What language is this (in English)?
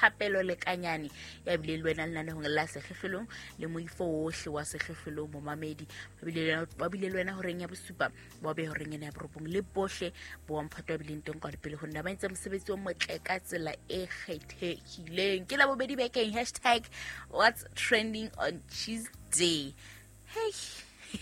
Southern Sotho